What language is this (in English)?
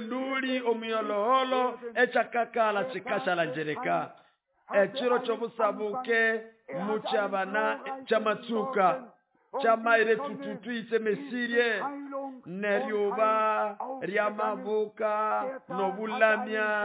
Nande